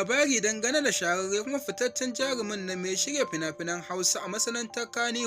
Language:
Hausa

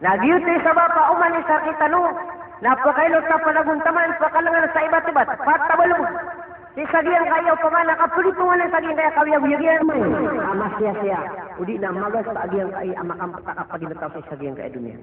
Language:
Maranao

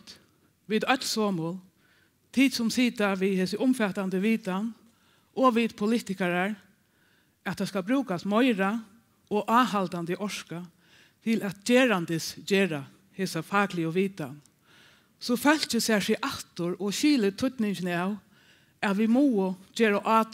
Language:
Faroese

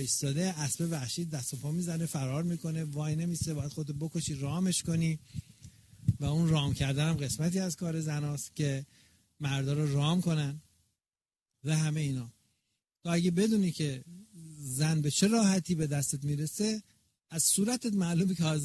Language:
Persian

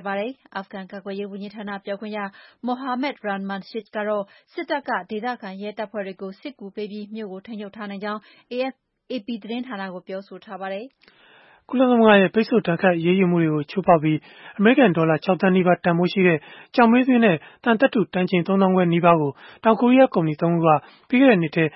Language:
Burmese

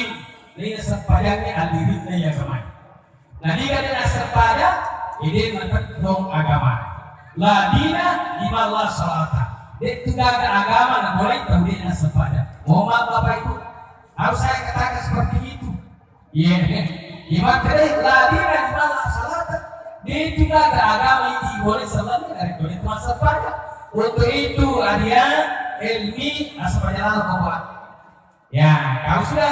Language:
Buginese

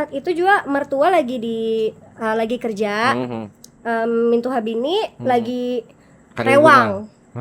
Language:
Banjar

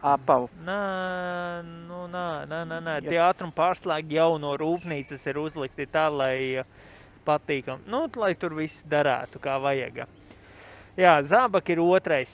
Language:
Latvian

